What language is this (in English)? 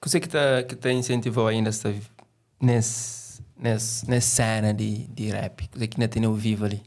Kabuverdianu